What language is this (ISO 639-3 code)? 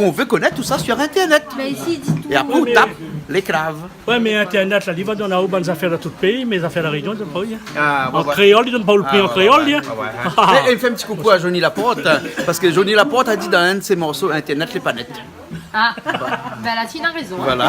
rcf